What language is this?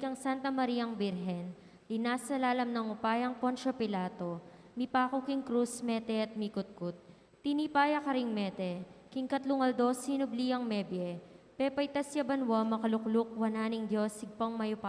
Pampanga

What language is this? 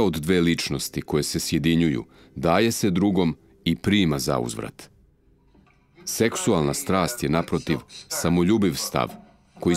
Serbian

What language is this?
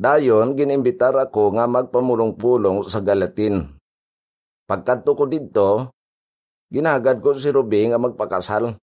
Hiligaynon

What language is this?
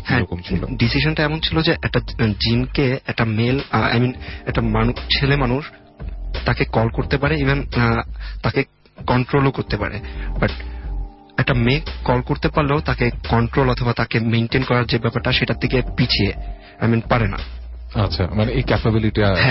Bangla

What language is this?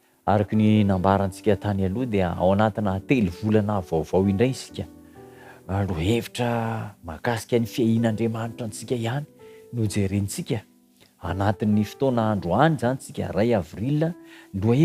Malagasy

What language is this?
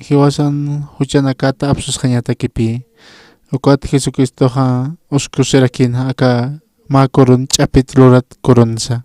Aymara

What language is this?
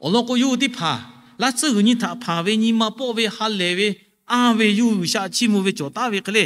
Lahu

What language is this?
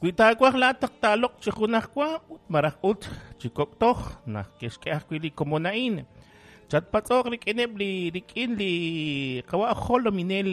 Kekchí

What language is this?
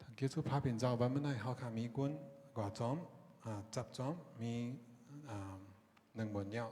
Shan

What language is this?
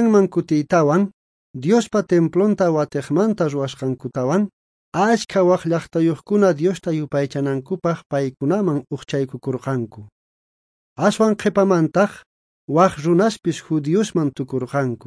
South Bolivian Quechua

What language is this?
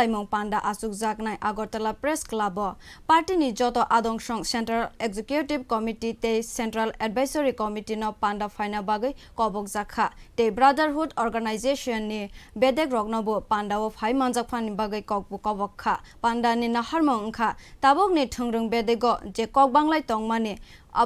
Kok Borok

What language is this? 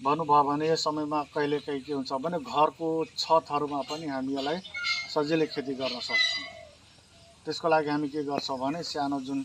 Nepali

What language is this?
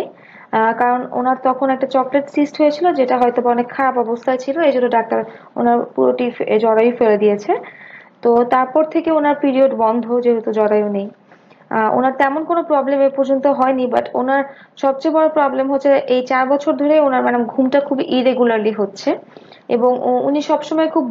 Bangla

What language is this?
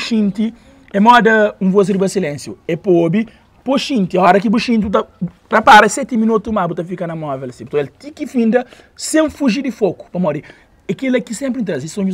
Kabuverdianu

